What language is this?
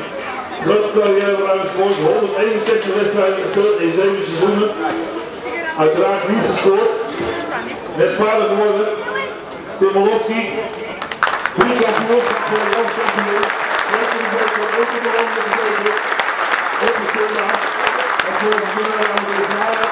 Dutch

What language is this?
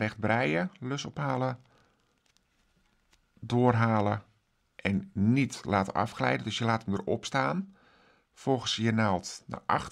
Dutch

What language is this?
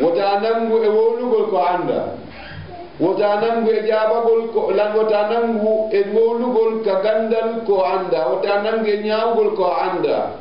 Fula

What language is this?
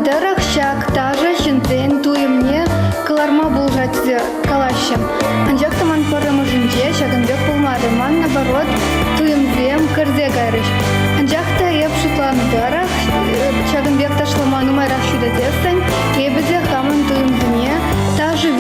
Chuvash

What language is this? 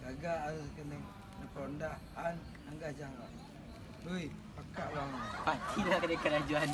Minangkabau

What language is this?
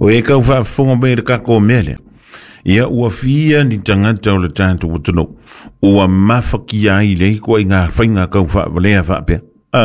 Samoan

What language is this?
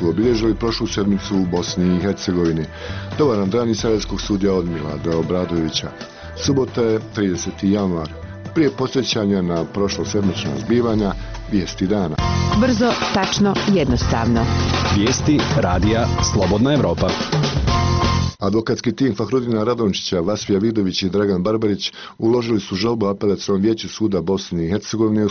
Bosnian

